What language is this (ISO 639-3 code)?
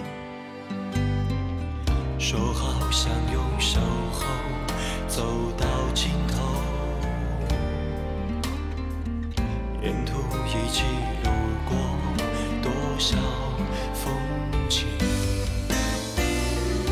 zho